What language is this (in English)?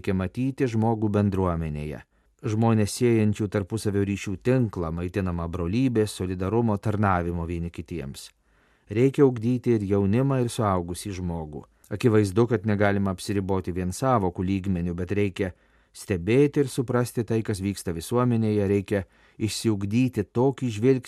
Lithuanian